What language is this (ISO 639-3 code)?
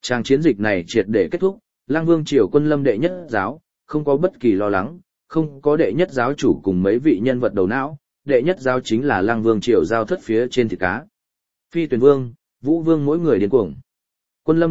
vie